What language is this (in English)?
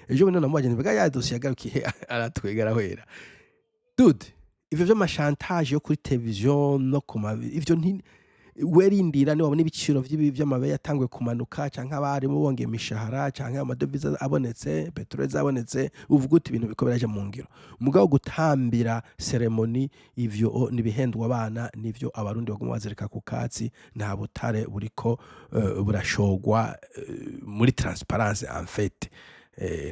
Rundi